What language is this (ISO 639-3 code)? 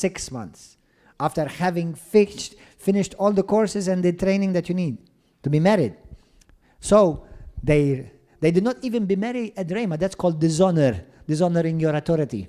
eng